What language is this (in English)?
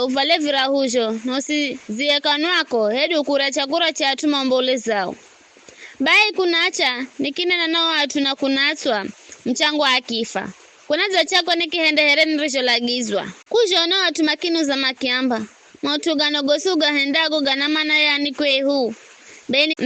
Giryama